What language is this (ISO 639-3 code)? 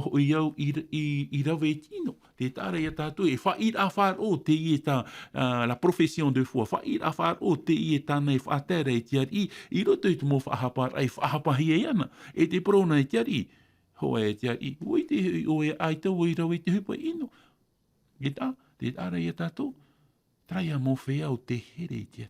tah